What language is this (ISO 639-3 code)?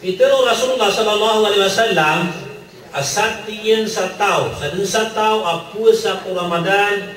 mrw